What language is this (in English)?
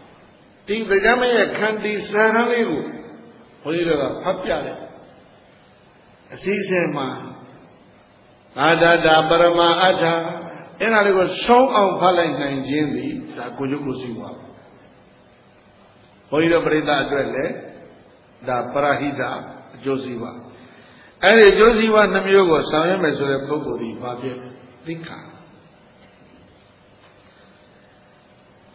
Burmese